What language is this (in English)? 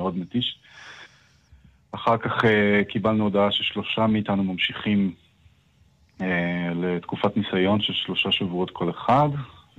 Hebrew